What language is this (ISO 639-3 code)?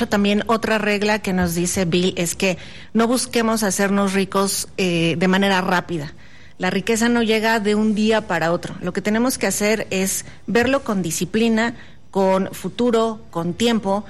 spa